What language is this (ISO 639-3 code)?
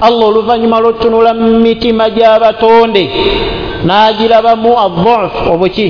lug